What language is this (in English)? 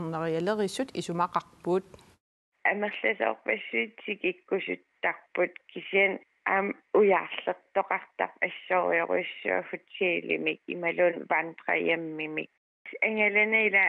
Kalaallisut